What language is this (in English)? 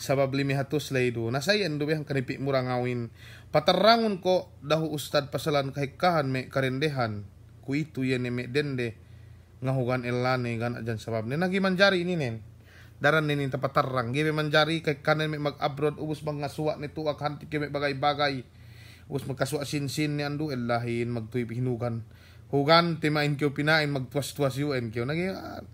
Yakan